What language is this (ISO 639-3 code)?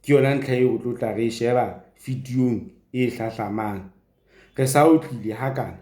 sot